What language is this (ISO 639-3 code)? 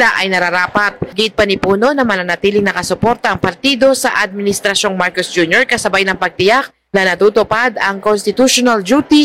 fil